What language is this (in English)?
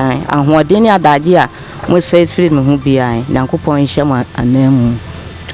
Akan